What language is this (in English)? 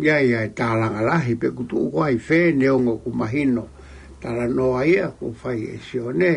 Tongan